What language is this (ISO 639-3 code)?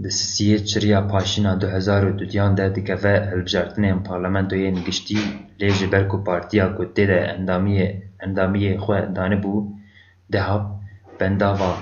kur